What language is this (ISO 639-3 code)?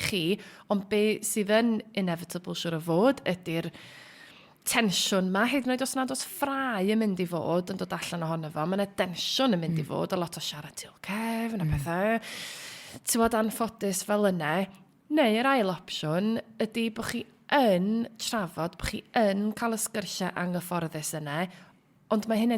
cym